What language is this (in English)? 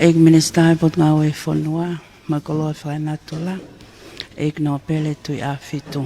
Tongan